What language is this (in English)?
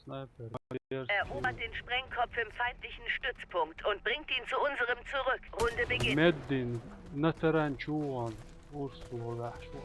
Chechen